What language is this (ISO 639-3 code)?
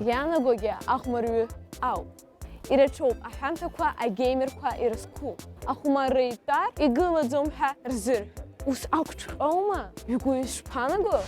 abk